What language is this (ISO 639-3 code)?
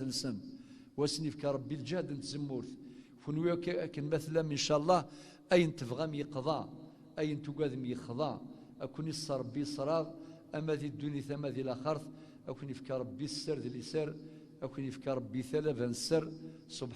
kab